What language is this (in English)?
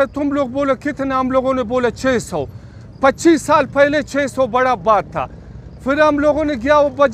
Urdu